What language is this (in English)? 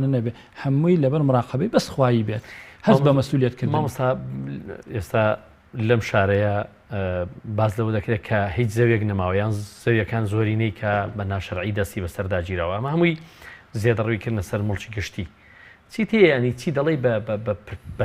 Central Kurdish